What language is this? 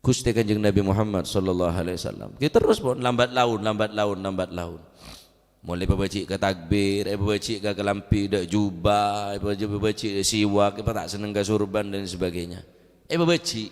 Madurese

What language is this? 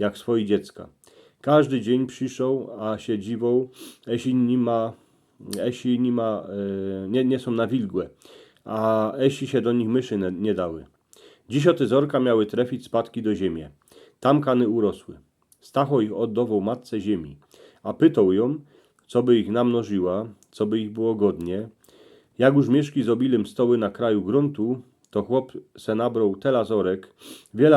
Silesian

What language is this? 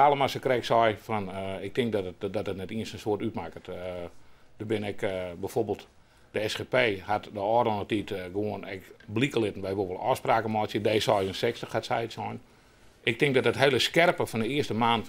Western Frisian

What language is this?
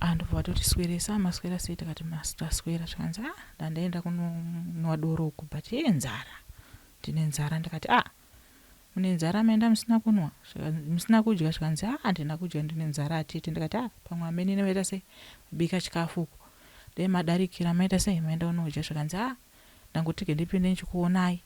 Shona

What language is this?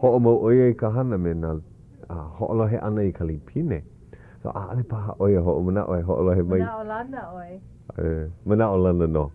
Hawaiian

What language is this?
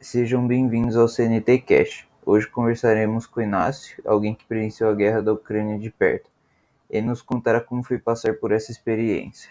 Portuguese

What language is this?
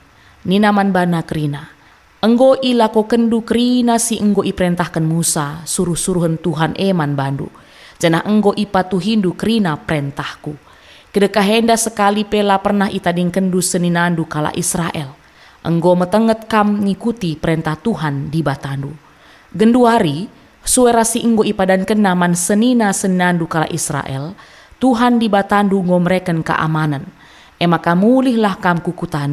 Batak Karo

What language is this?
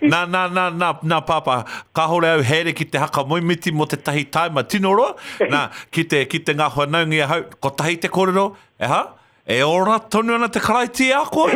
Māori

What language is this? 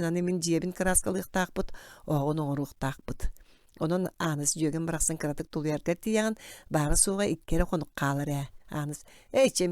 Yakut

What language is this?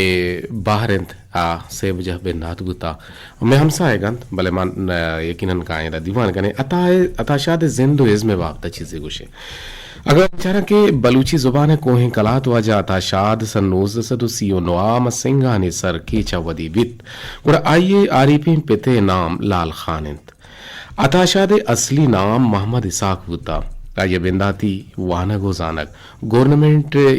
Eastern Balochi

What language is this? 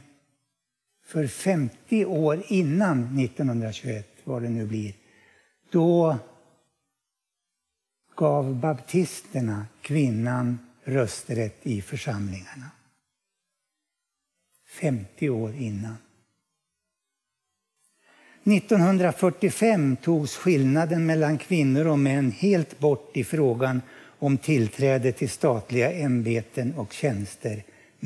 Swedish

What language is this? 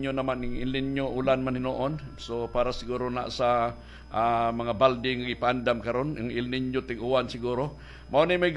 Cebuano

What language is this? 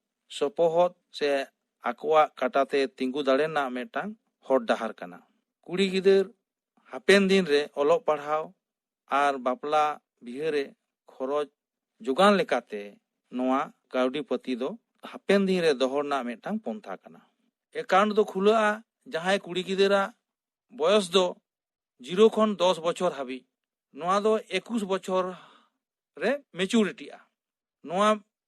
Santali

